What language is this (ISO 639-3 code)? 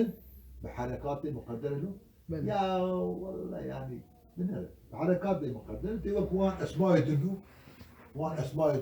kur